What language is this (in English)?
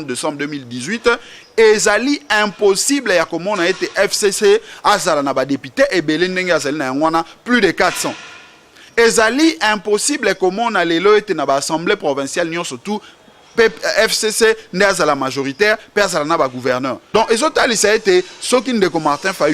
Lingala